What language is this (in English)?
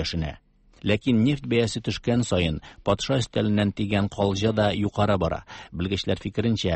Tatar